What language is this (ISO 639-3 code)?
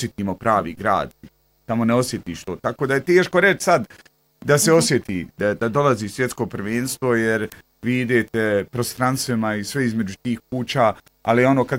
bos